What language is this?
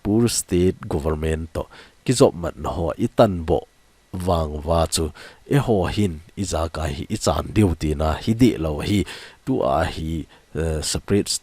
Thado Chin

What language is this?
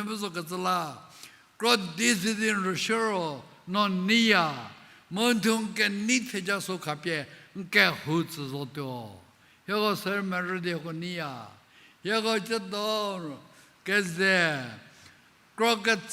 Angami Naga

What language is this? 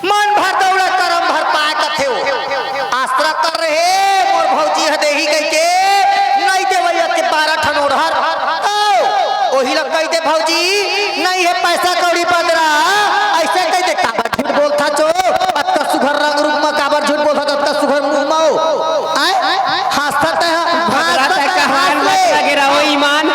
Chhattisgarhi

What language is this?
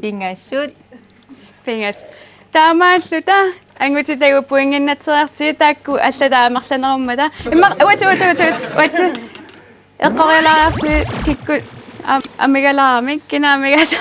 Kalaallisut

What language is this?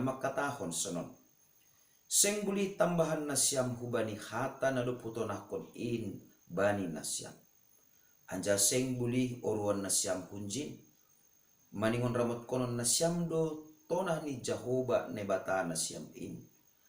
Batak Simalungun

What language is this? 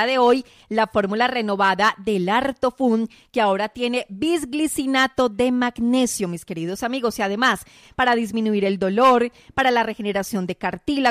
Spanish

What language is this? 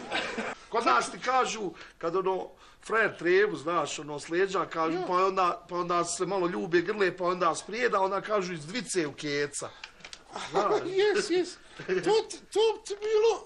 Bosnian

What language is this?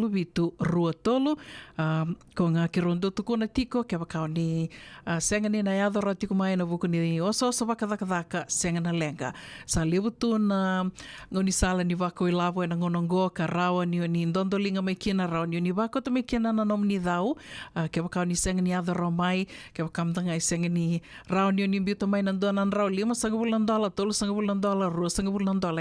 Fijian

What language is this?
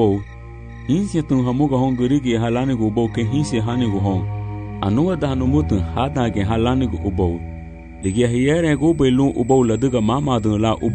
Garifuna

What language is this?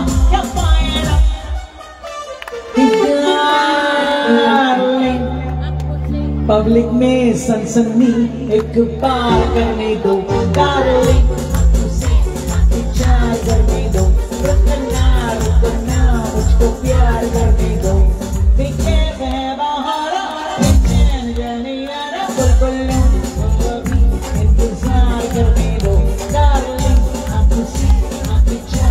Hindi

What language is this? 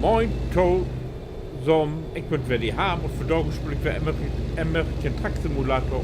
Low German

